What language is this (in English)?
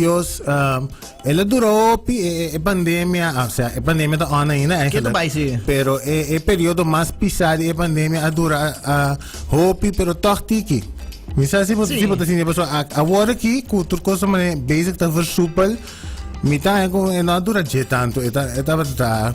Papiamento